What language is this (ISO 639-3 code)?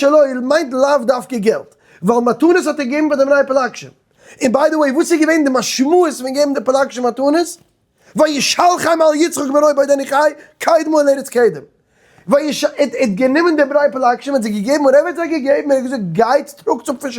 yid